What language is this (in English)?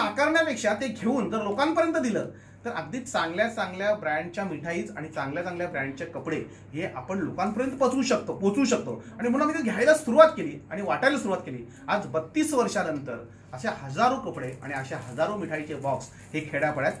Marathi